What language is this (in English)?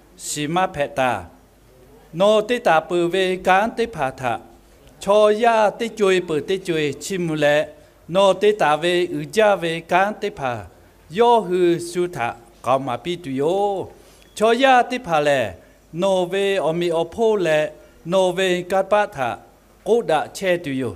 Lahu